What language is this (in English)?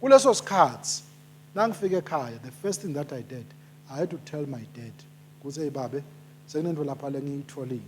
Swati